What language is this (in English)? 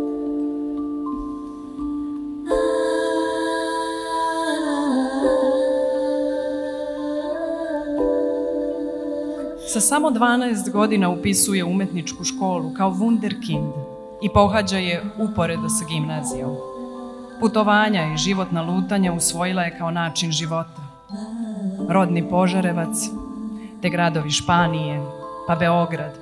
Serbian